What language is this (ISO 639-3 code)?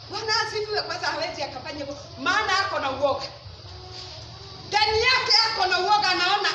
swa